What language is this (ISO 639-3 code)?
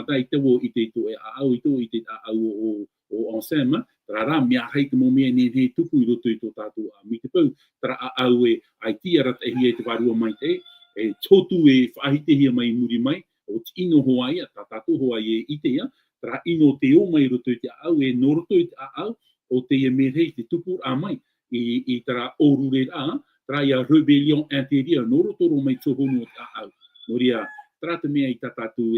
tah